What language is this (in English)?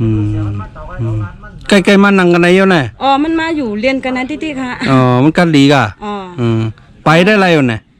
Shan